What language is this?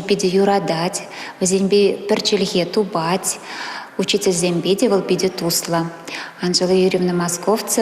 Chuvash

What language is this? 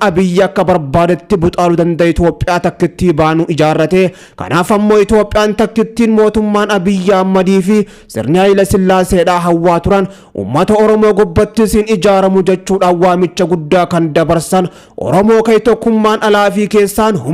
Oromo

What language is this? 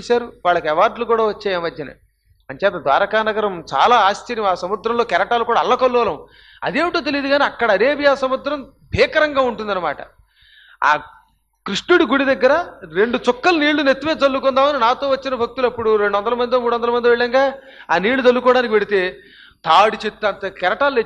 Telugu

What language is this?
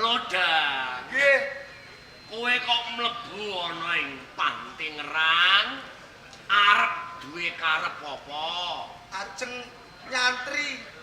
Javanese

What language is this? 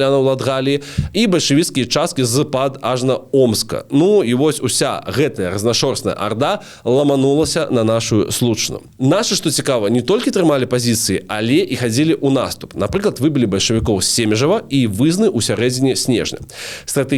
Belarusian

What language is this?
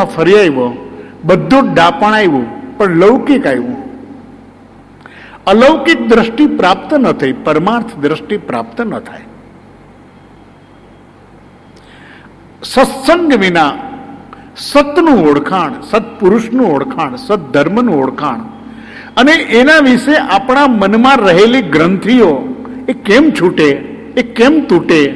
Gujarati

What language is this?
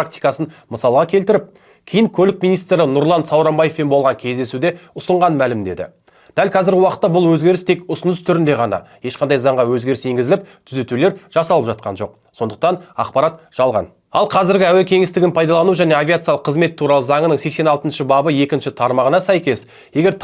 Kazakh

